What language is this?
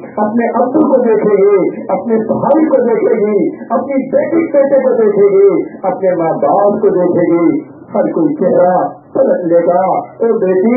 Urdu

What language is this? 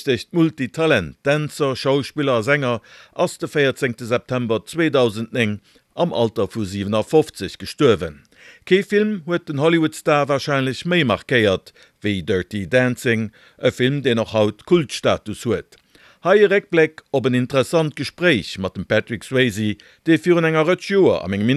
Luxembourgish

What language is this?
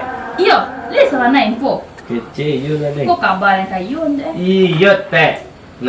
Minangkabau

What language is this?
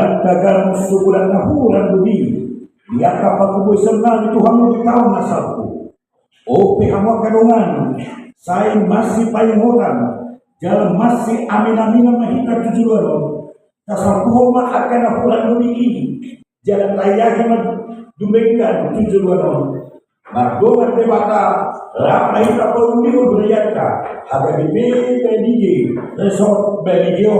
Batak Toba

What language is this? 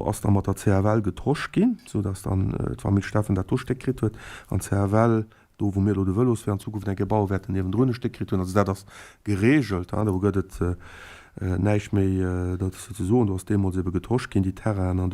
Luxembourgish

